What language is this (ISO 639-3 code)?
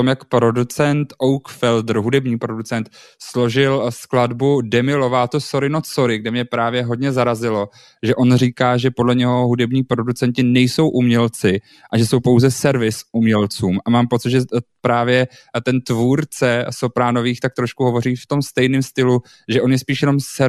ces